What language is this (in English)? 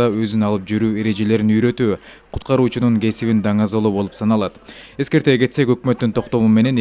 Kyrgyz